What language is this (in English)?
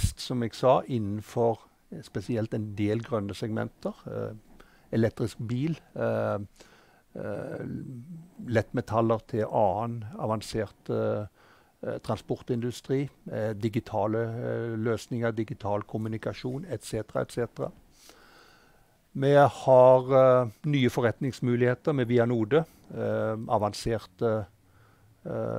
Norwegian